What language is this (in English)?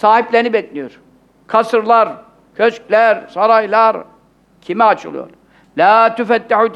Turkish